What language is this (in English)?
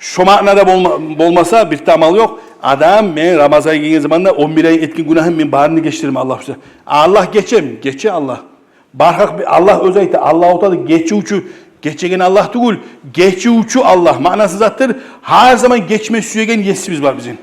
Kumyk